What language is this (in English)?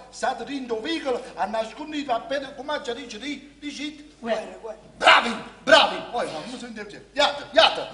Neapolitan